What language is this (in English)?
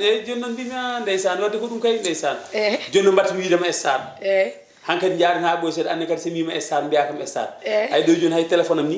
Fula